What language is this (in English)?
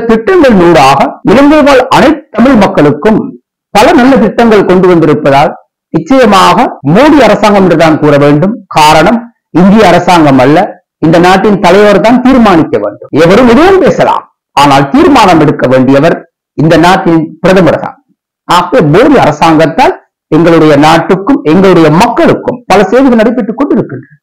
Tamil